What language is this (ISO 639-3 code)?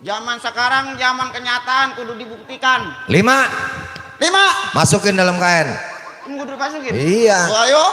bew